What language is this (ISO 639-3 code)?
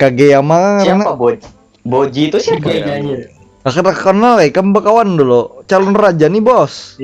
bjn